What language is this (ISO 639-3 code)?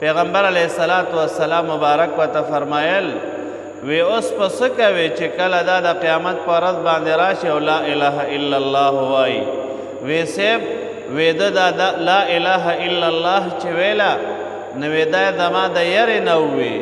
pus